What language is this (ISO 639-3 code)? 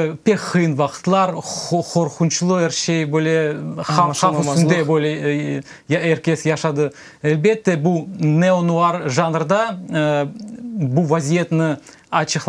crh